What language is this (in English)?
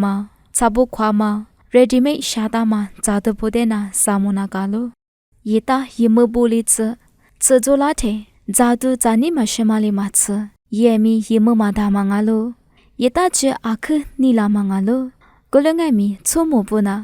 Lisu